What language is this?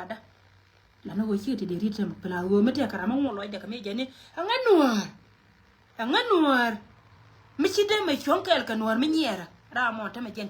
Nuer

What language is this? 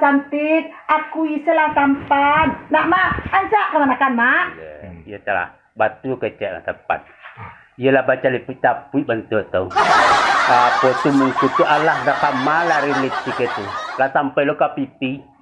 Minangkabau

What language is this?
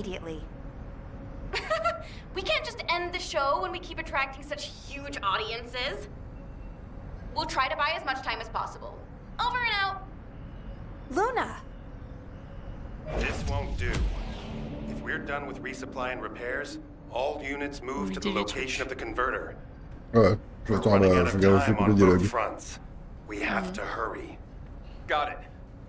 French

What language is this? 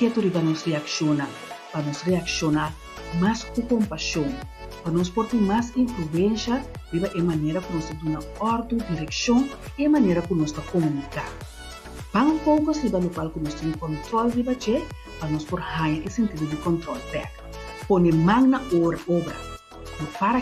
Papiamento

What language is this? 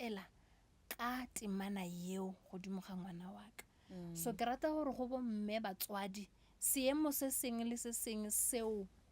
Northern Sotho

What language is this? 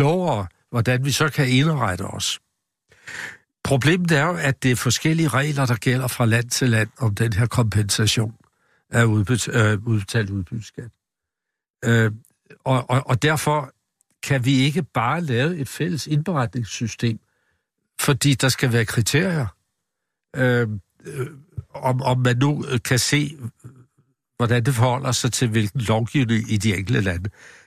Danish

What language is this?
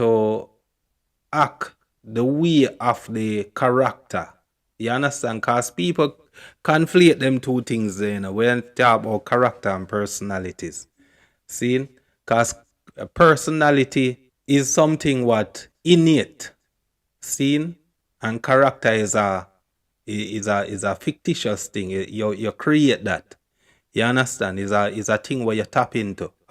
Jamaican Creole English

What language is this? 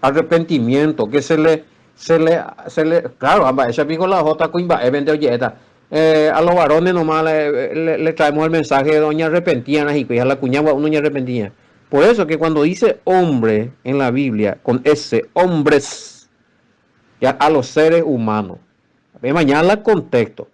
Guarani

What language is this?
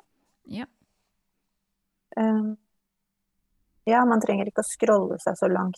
Norwegian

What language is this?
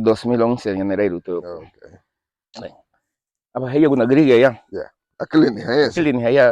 Garifuna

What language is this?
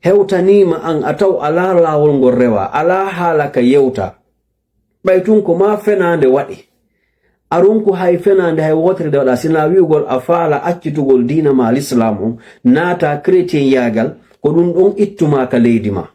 Fula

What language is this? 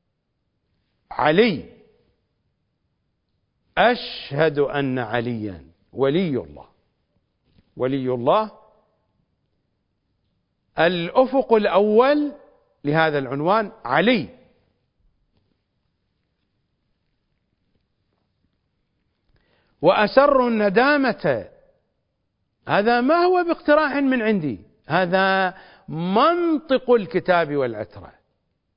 Arabic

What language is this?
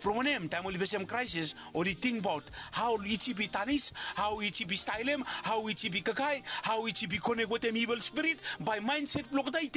Bislama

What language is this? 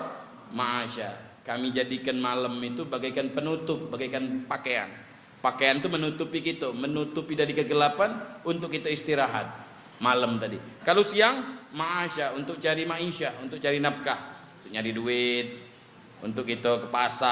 Musi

